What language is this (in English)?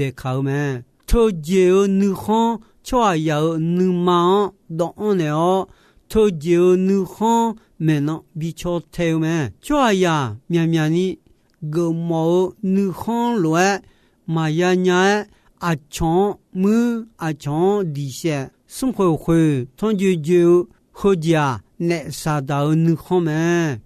Akha